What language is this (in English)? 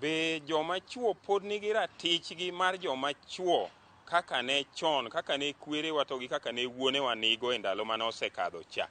Luo (Kenya and Tanzania)